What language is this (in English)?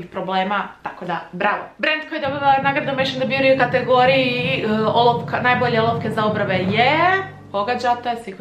Croatian